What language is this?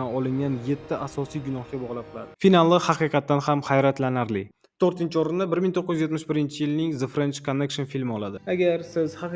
Uzbek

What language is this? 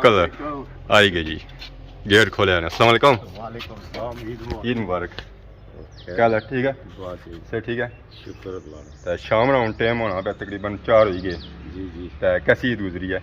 Pahari-Potwari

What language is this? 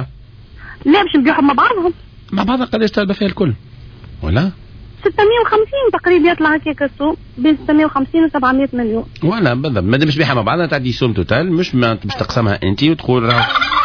Tunisian Arabic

